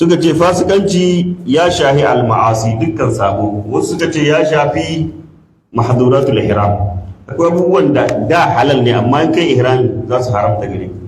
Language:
Hausa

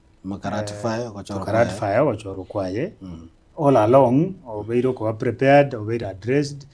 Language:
Gusii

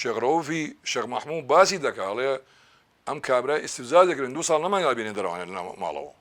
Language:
Central Kurdish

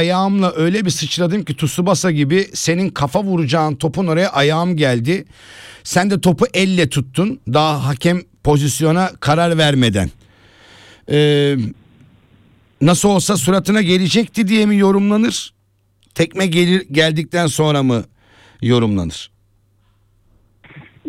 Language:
Turkish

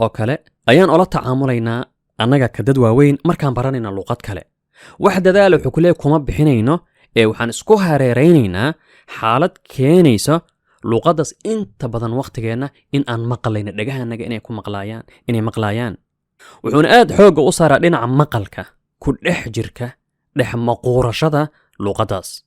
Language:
Somali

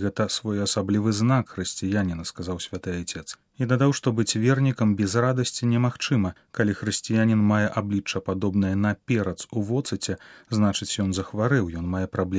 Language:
Belarusian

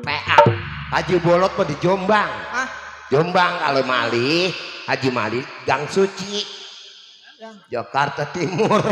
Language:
Betawi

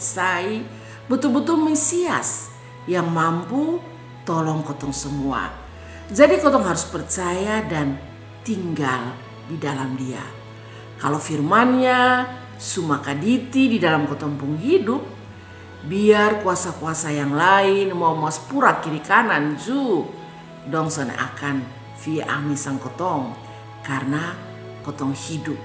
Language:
Kupang Malay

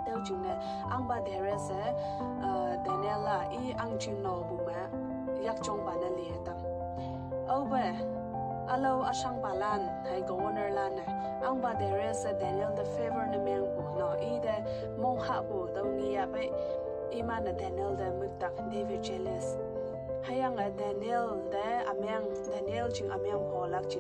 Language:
Konyak Naga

